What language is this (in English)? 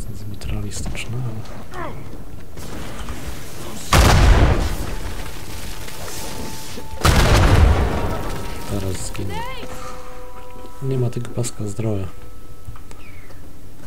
Polish